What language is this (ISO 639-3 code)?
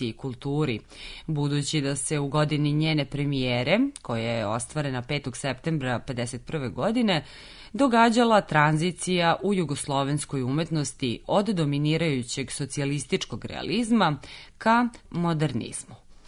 srp